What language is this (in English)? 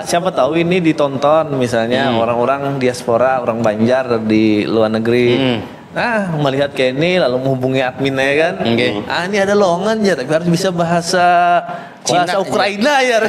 Banjar